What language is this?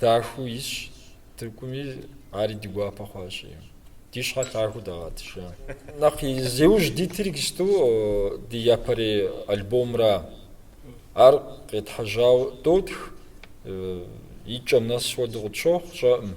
Kabardian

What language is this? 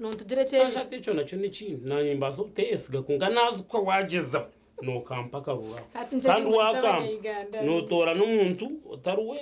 Nyankole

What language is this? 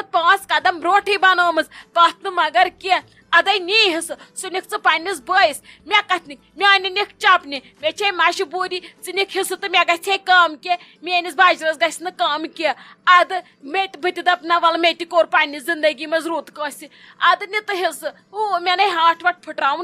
Kashmiri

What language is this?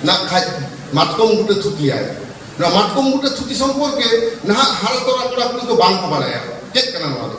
Santali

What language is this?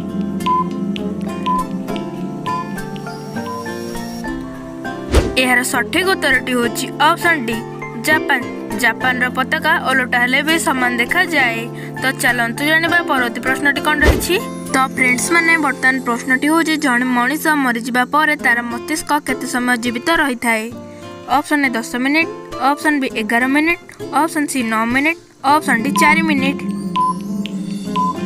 Odia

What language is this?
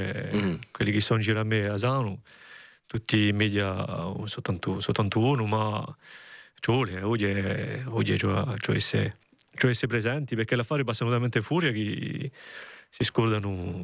Corsican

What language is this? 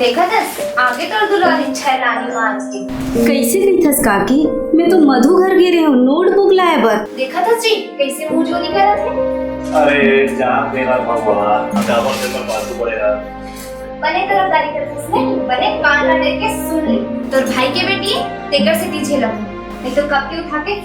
Chhattisgarhi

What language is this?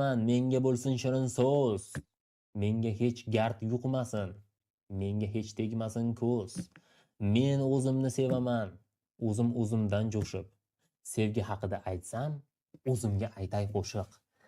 Uzbek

